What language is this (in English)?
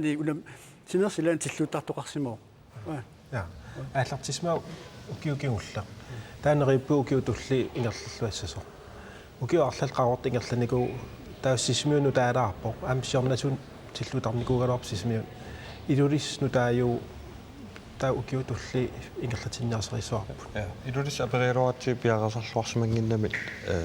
Kalaallisut